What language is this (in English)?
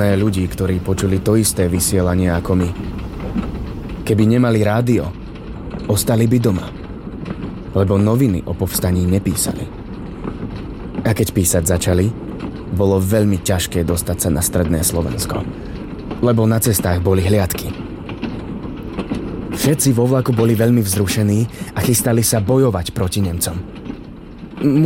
Slovak